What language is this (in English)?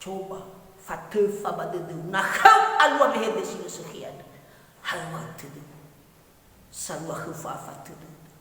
Nias